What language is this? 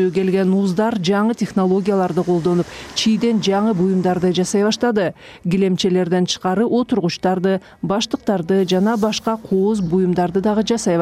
Kyrgyz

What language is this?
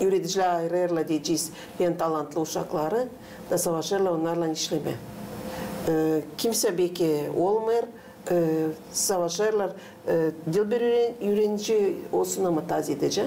Gagauz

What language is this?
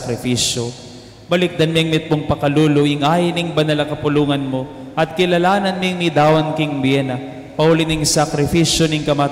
Pampanga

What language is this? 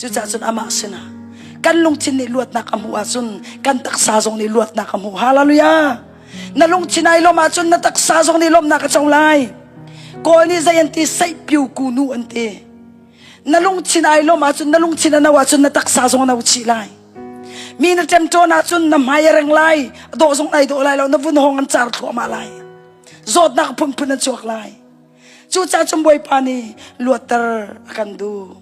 Hakha Chin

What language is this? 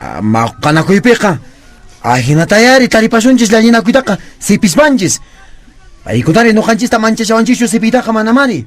Quechua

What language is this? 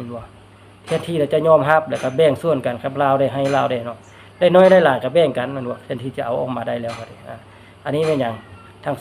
Lao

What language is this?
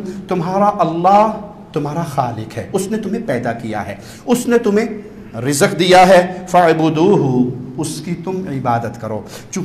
Urdu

